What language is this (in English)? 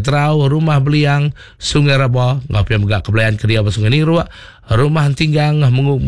Iban